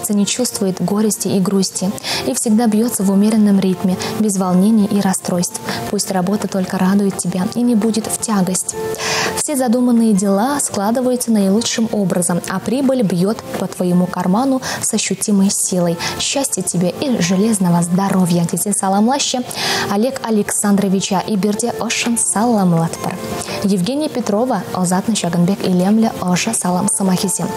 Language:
Chuvash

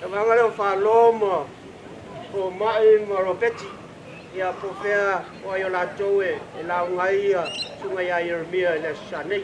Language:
Samoan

